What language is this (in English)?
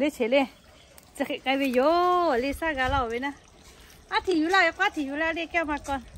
Lahu